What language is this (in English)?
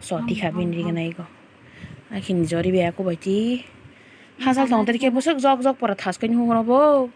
Kok Borok